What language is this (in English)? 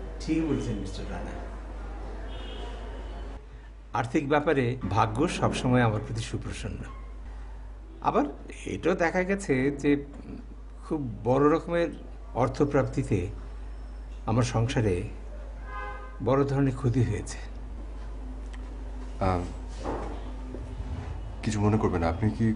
Bangla